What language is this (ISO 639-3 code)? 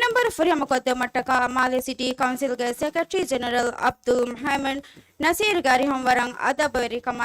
div